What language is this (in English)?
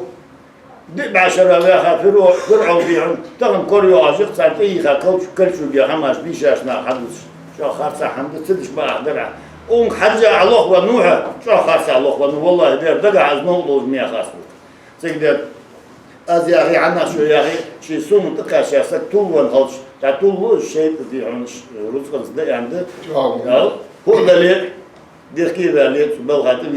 Ingush